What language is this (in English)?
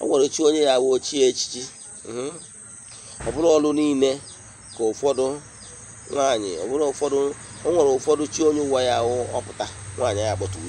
Igbo